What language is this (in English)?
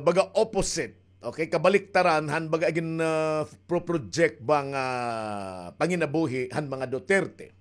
Waray